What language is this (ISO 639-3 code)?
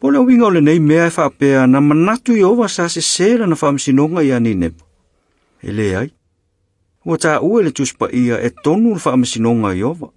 smo